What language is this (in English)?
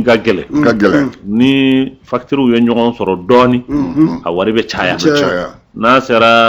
Bambara